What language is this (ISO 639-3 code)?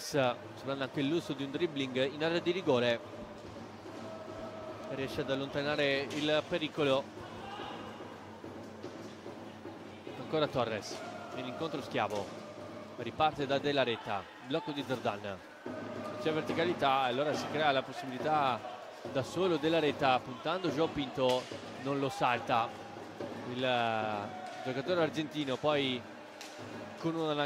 ita